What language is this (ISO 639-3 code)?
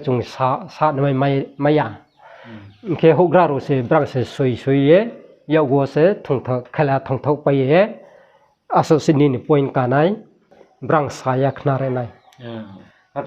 ria